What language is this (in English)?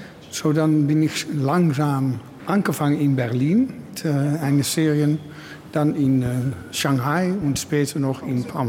Luxembourgish